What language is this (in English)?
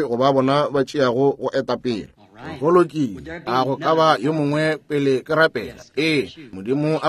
Northern Sotho